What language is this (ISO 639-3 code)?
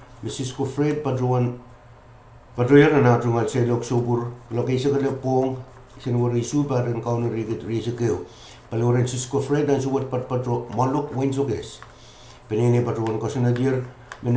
pon